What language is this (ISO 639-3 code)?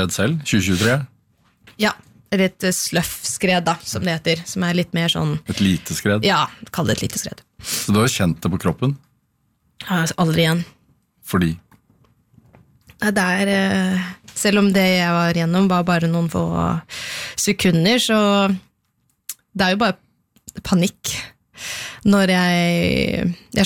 nor